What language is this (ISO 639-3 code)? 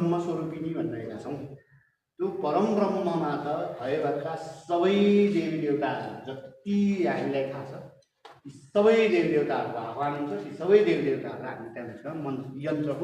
nep